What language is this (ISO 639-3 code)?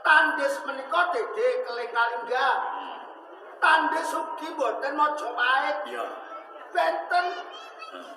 jav